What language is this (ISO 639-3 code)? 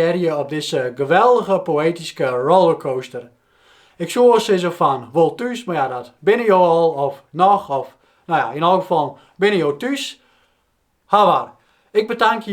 fry